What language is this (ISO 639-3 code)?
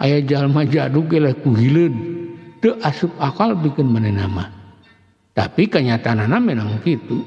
sun